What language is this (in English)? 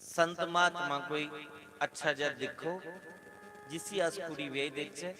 Dogri